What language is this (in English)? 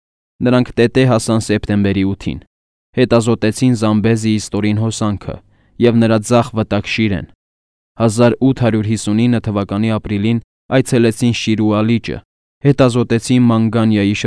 Armenian